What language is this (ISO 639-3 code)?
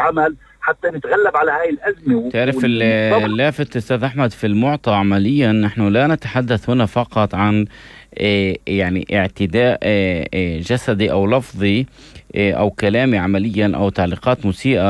apc